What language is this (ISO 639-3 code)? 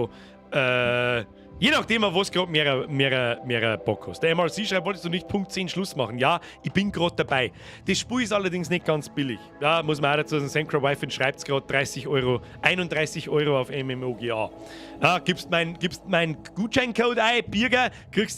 bar